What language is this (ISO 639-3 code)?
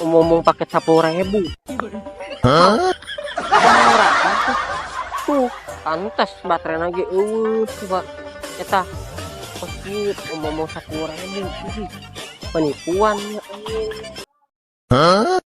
sun